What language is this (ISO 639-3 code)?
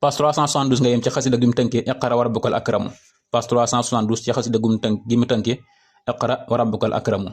wol